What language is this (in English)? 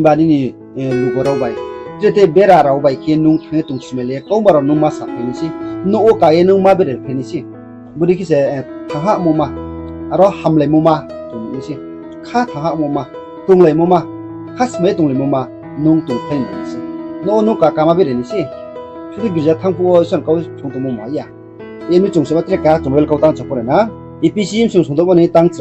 Riang (India)